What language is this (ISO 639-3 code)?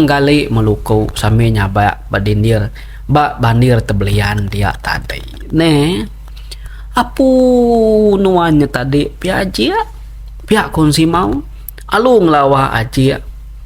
iba